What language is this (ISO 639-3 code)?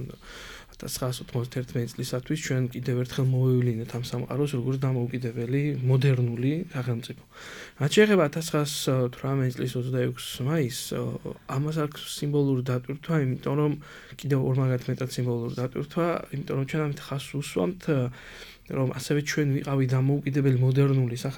kat